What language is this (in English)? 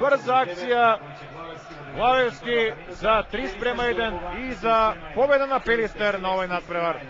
Macedonian